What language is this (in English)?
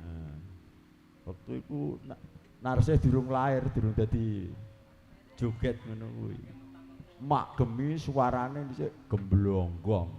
Javanese